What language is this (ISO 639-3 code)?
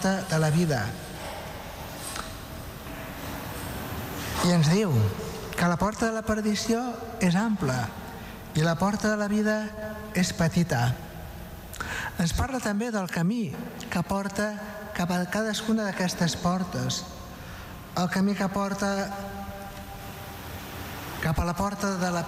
cat